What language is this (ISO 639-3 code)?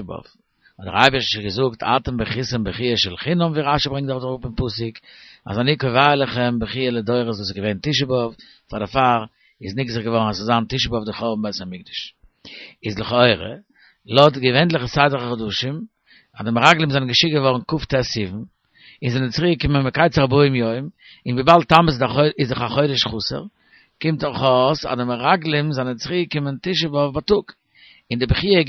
yid